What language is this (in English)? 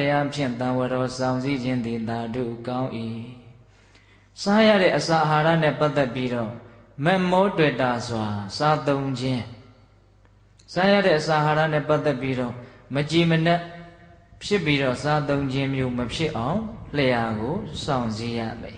Burmese